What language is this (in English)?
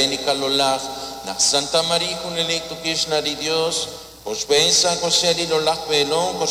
Kekchí